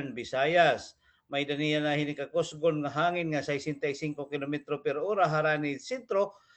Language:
Waray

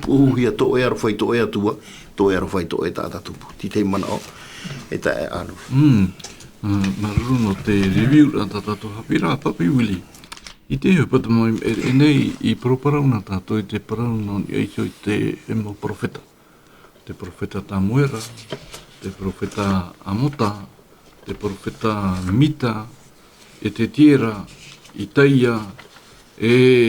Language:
Tahitian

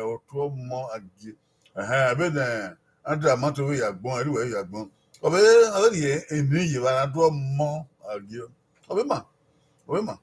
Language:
Bini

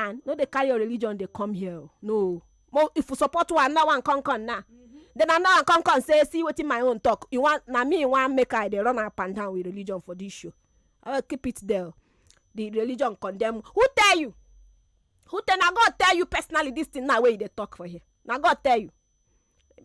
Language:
Nigerian Pidgin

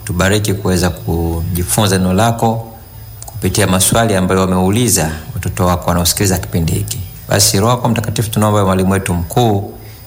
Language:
Swahili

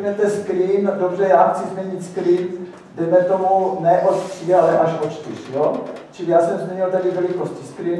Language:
Czech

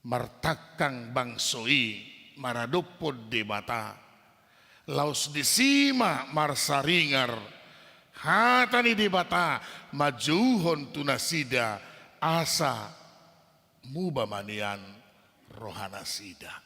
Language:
Batak Toba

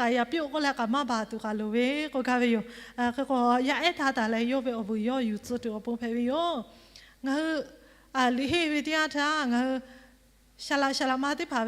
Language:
Lahu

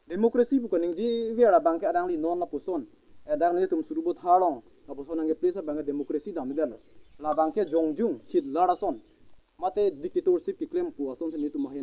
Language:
Karbi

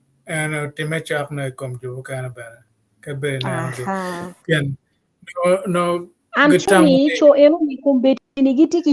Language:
Acoli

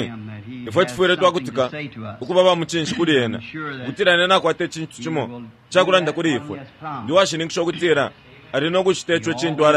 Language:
Bemba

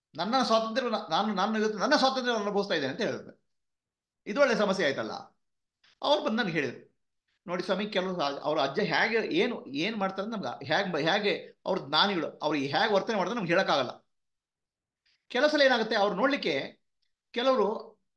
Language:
Kannada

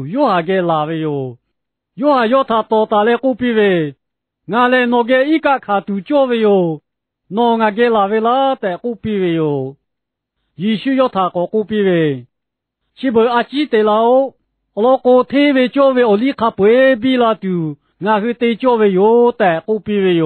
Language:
Lahu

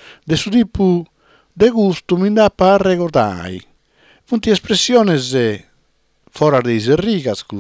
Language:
Sardinian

